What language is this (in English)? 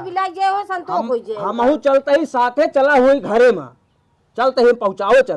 Awadhi